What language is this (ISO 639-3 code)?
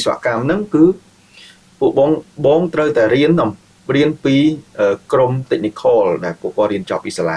khm